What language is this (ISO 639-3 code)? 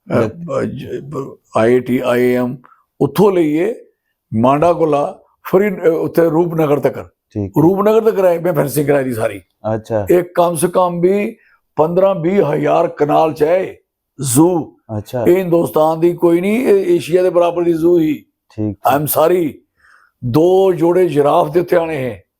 doi